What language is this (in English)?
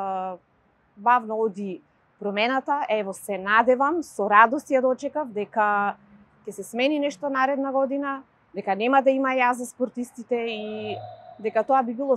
Macedonian